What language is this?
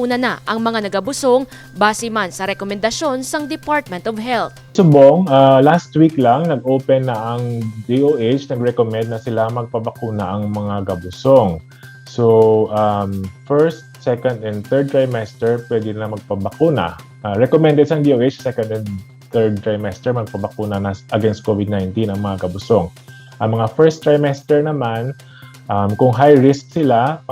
Hiligaynon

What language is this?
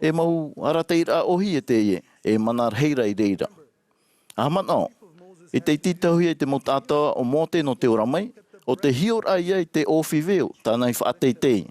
Tahitian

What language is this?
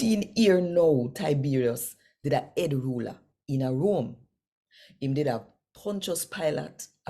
Jamaican Creole English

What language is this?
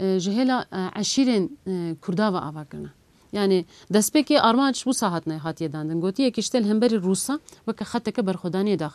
Kurdish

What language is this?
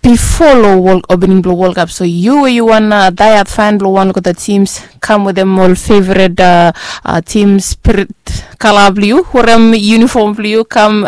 Bislama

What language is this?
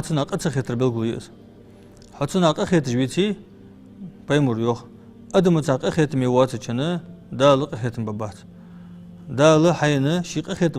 Ingush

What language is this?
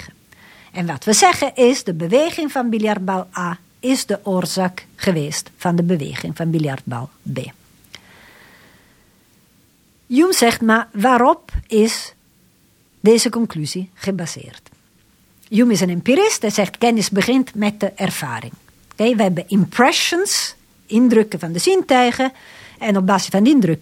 Dutch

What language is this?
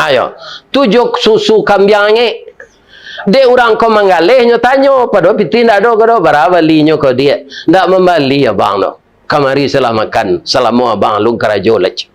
Minangkabau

